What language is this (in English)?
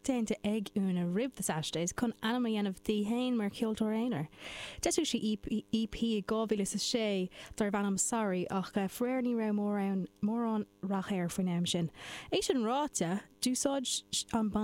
Irish